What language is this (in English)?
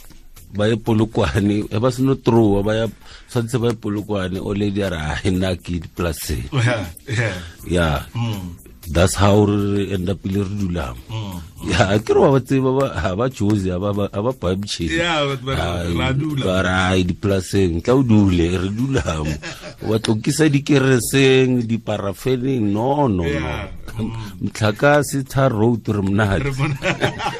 Tswana